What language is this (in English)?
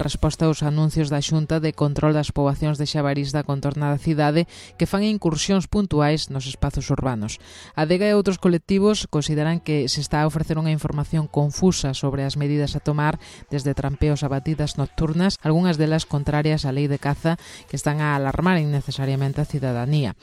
Galician